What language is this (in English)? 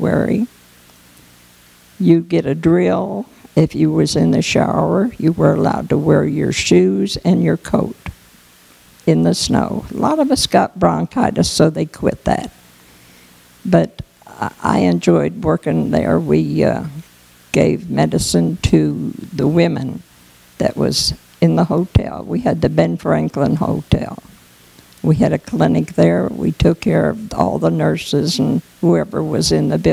English